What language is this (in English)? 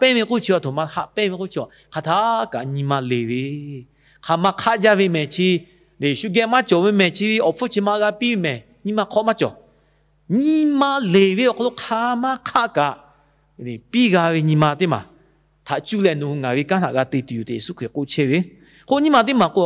Lahu